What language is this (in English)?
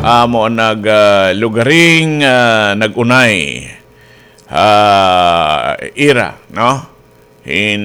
Waray